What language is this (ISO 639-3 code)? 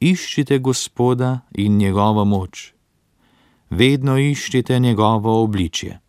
slv